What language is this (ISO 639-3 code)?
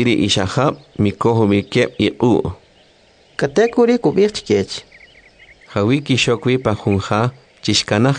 quc